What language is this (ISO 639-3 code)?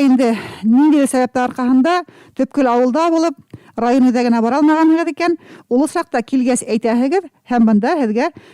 bak